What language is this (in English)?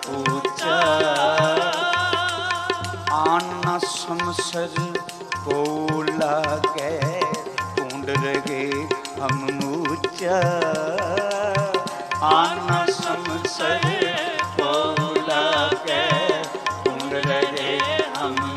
Punjabi